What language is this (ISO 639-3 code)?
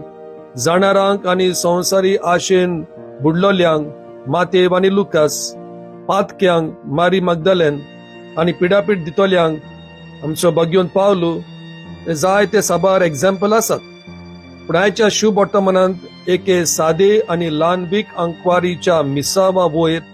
kok